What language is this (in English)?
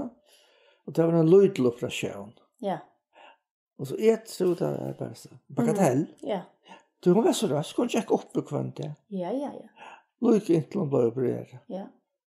Faroese